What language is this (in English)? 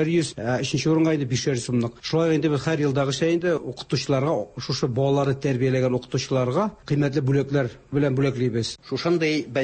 Tatar